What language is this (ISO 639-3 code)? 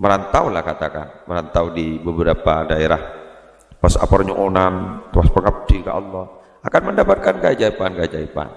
mad